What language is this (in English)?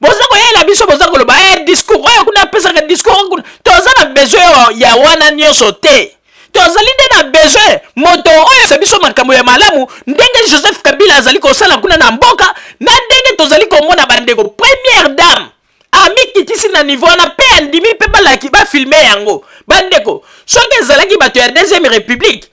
Lingala